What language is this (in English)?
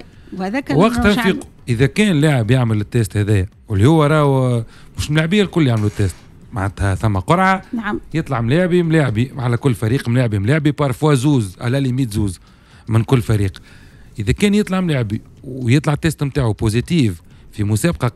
Tunisian Arabic